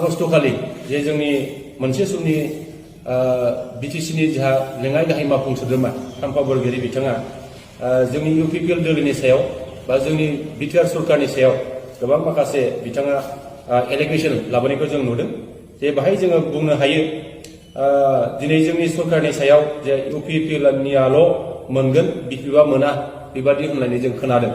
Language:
Bodo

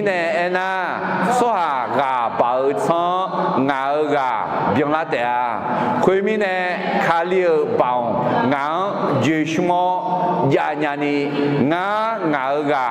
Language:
Akha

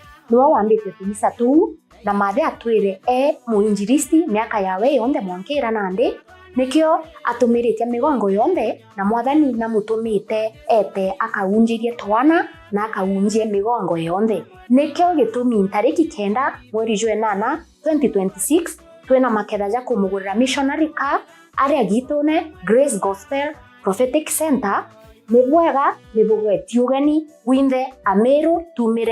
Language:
Meru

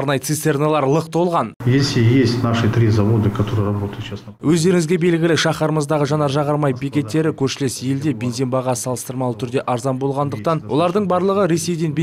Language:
Kazakh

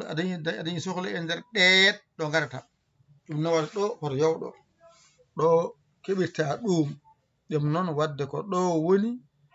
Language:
Fula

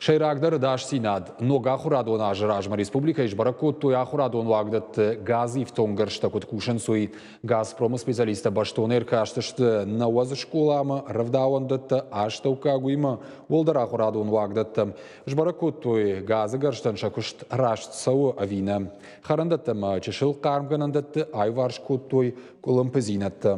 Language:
Ossetic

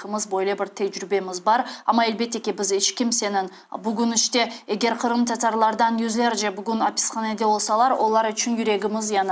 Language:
Crimean Tatar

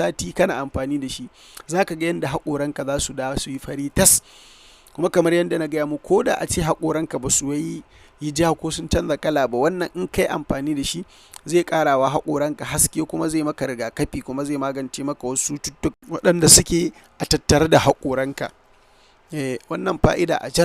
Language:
Hausa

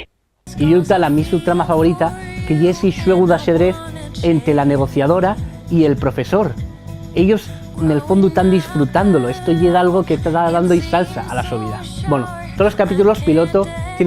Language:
Asturian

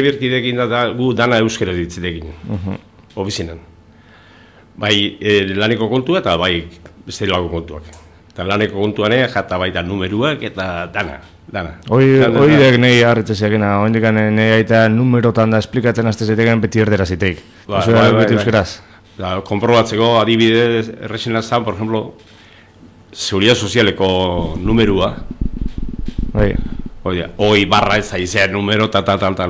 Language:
Basque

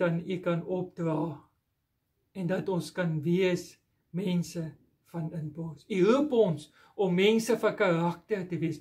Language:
Afrikaans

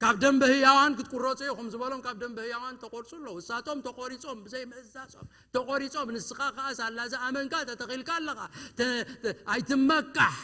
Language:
Tigrinya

